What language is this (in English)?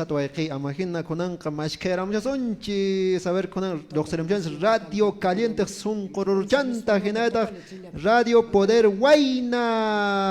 Quechua